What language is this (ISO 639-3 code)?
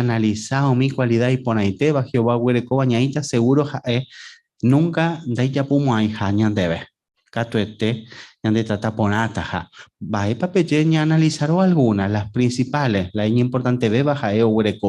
grn